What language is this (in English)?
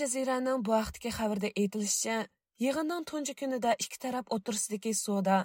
Uyghur